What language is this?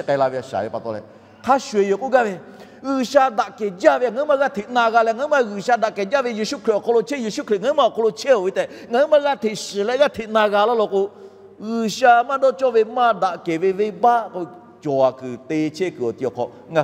Lahu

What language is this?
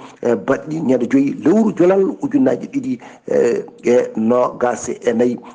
Fula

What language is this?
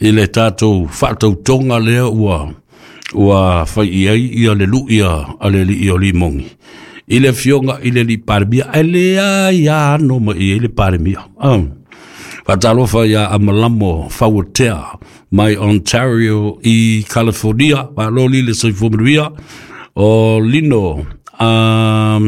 Samoan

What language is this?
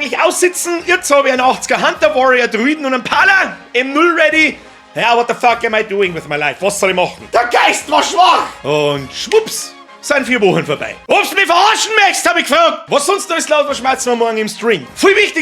Bavarian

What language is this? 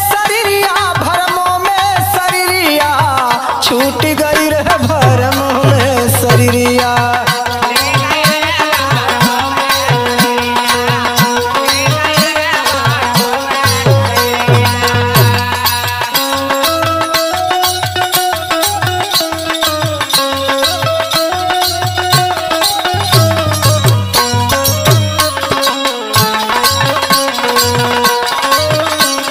Bhojpuri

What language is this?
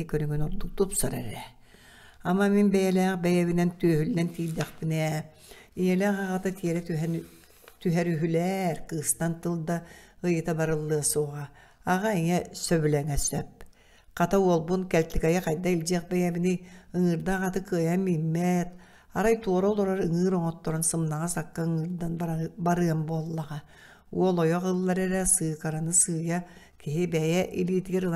Yakut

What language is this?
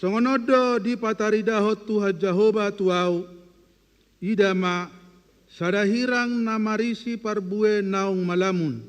Batak Toba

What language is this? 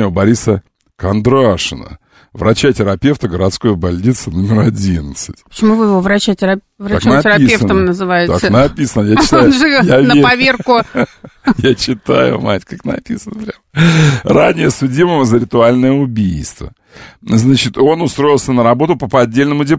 Russian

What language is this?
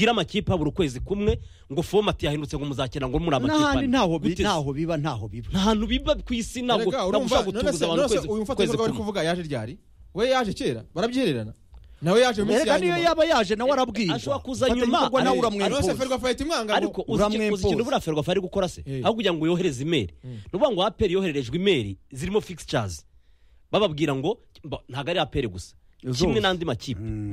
Kinyarwanda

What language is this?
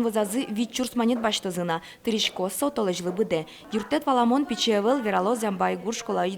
Udmurt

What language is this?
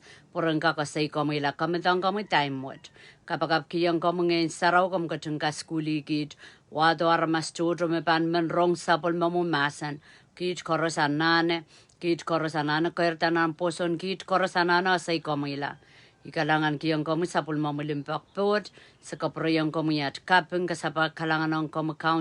Pohnpeian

